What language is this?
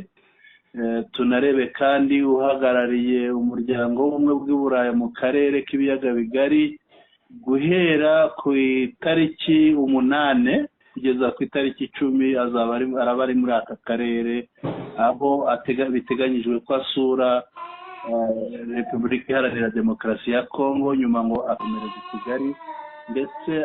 Kinyarwanda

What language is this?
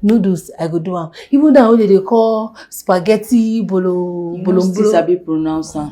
Nigerian Pidgin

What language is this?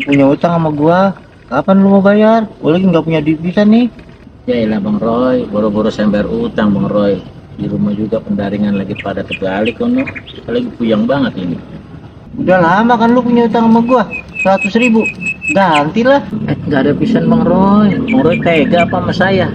Betawi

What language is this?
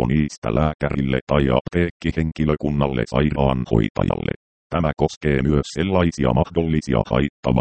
Finnish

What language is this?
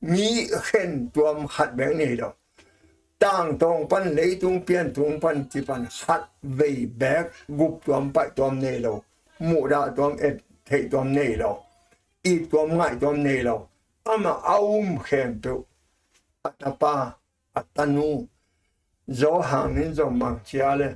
Tedim Chin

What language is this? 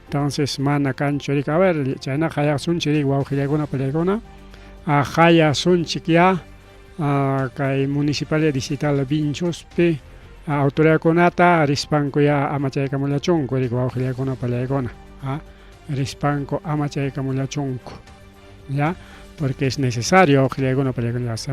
Ayacucho Quechua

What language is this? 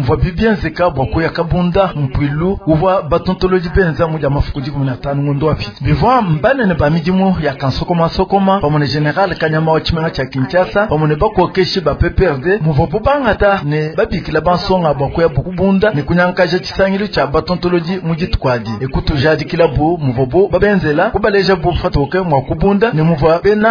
Luba-Lulua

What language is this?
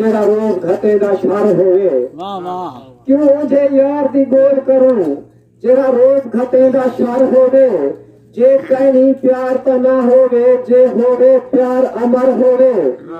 Saraiki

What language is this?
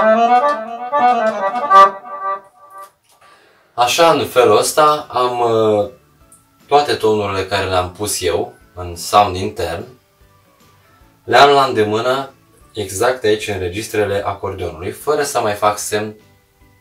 Romanian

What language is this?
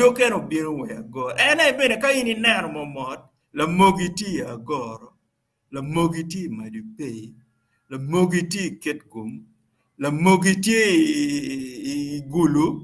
Acoli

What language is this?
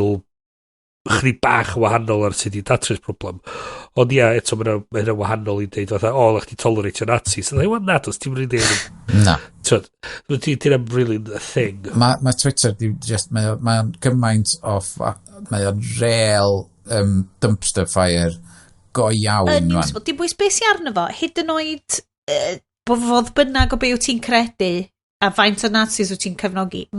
Welsh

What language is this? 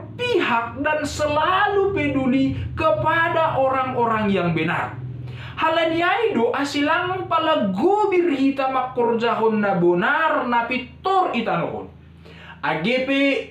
Batak Simalungun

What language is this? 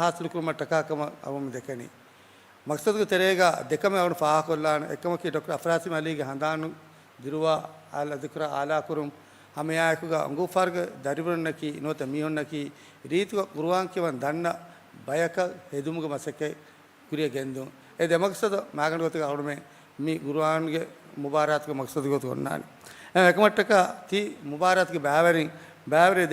Divehi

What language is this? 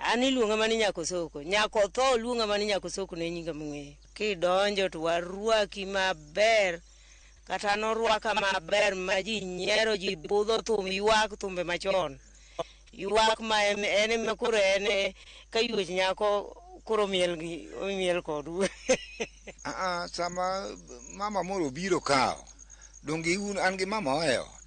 Luo (Kenya and Tanzania)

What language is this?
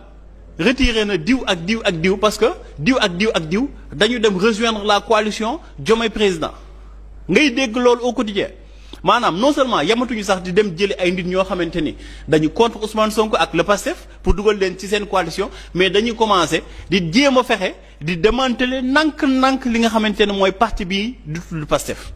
Wolof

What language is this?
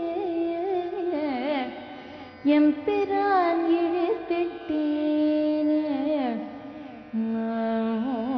Tamil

